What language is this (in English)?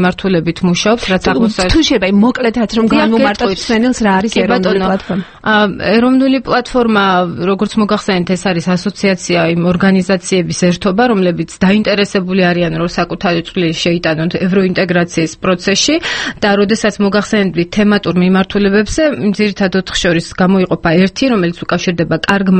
Georgian